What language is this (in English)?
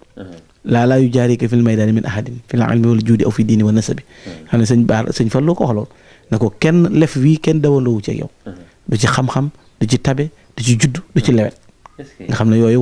Wolof